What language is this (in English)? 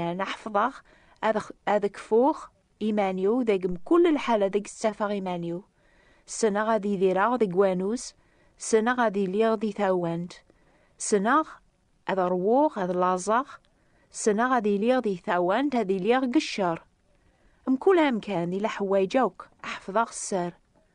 Kabyle